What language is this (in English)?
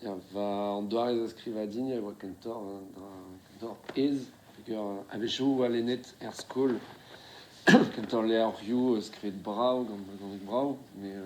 Breton